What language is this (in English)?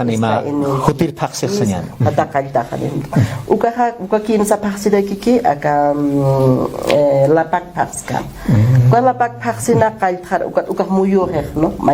Aymara